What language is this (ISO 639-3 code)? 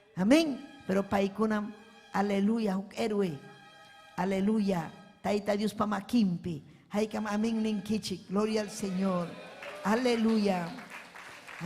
quy